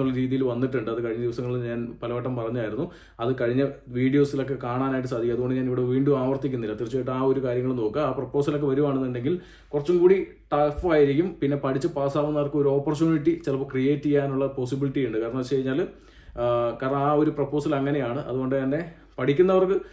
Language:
Malayalam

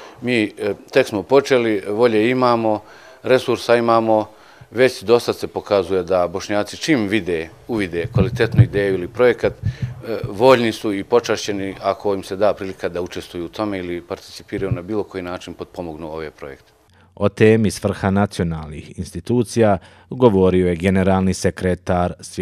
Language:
Bosnian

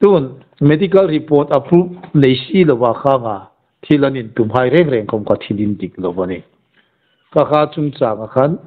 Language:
Hmar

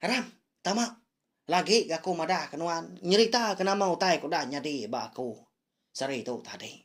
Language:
Iban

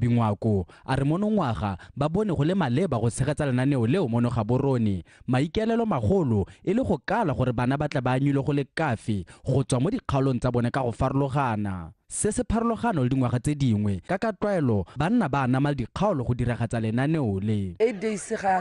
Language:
Tswana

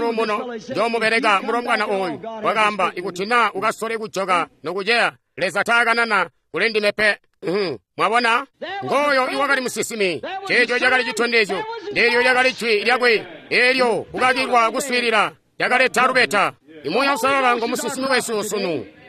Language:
Tonga (Zambia)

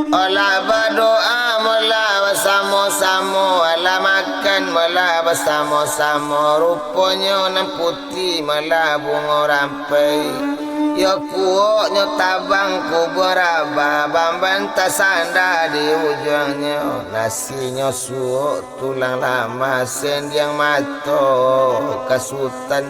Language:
Minangkabau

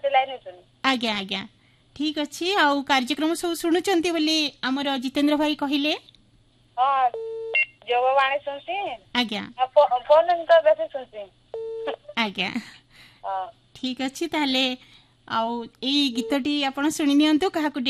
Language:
Odia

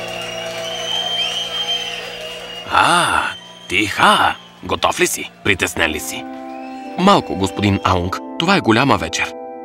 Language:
Bulgarian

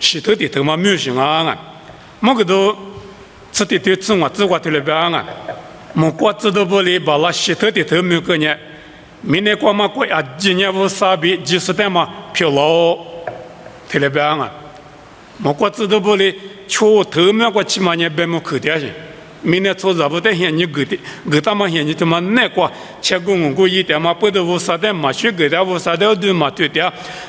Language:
Lisu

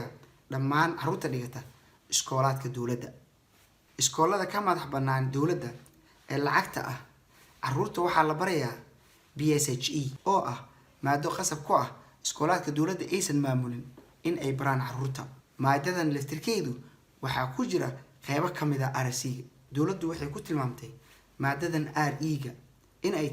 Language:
Somali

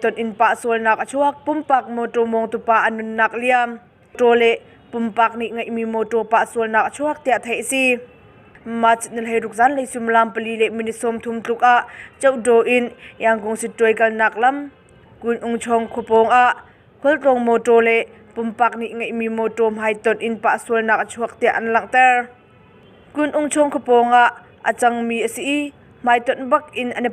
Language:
Hakha Chin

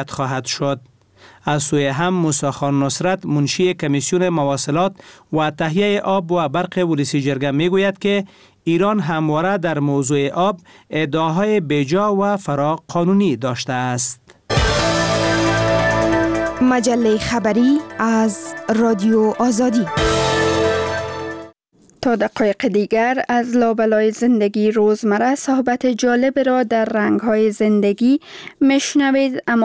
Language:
Persian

